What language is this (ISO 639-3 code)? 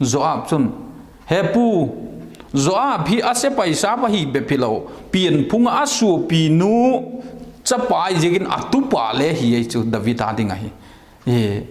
vap